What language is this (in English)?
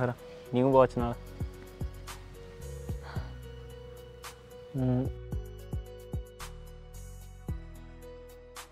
Punjabi